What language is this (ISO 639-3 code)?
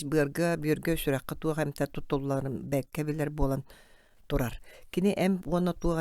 sah